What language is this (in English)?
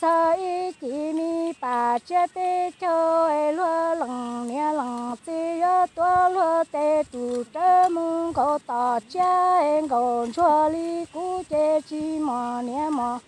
Hmong